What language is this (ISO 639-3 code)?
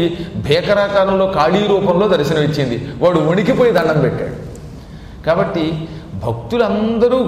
tel